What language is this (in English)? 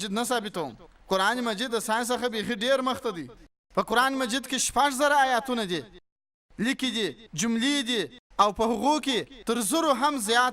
Pashto